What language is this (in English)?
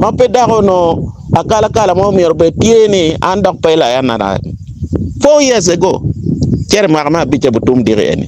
Acoli